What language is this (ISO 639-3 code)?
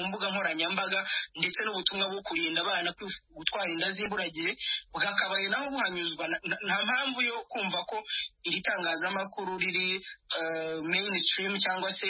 kin